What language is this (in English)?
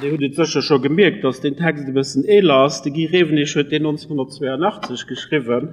Luxembourgish